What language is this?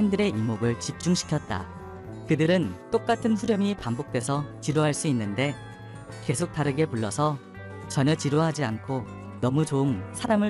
Korean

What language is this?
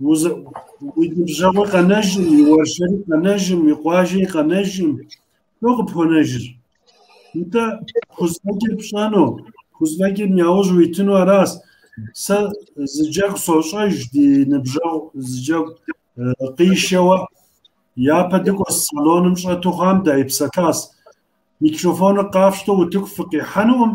Kabardian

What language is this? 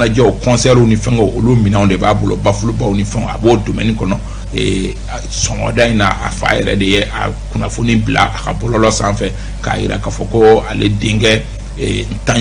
Bambara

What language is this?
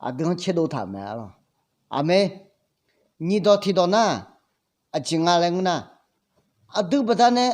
Akha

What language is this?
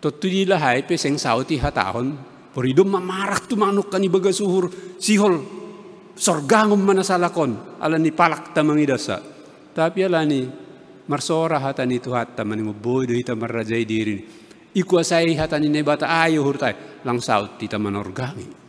Batak Simalungun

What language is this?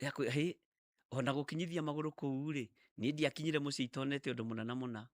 Kikuyu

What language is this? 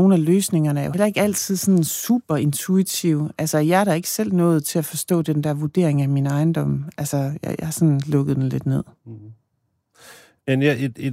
Danish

